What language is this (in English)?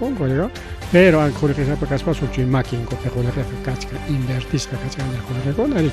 Ayacucho Quechua